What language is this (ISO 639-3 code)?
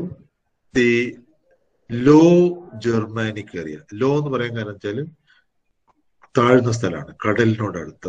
mal